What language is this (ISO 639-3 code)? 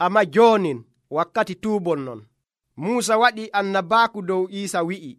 fuv